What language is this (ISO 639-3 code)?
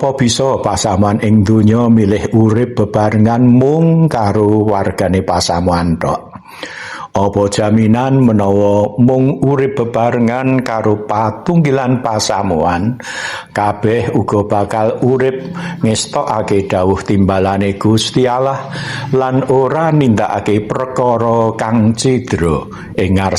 jav